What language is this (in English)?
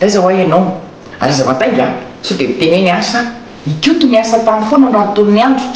Malagasy